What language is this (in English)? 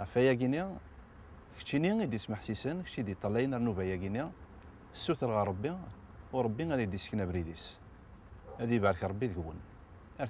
Kabyle